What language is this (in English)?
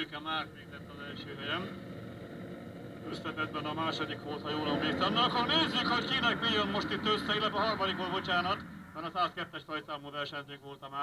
Hungarian